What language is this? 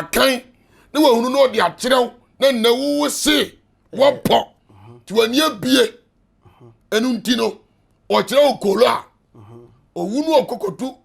Akan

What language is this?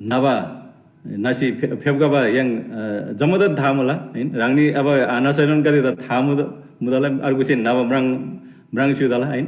Eastern Tamang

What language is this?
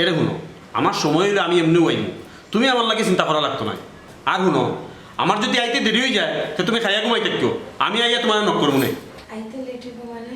Sylheti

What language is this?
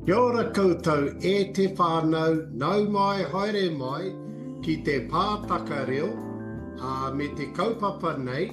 Māori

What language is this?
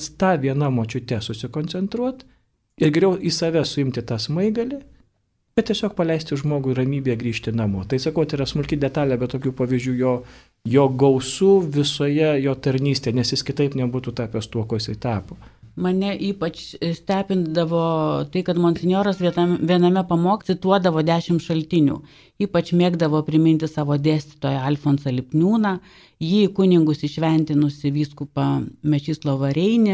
Lithuanian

